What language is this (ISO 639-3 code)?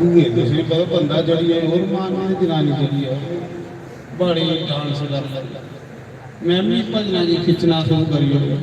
doi